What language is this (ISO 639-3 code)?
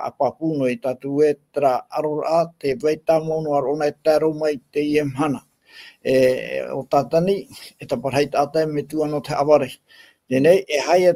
tah